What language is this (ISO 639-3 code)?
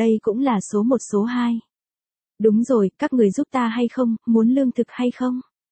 vie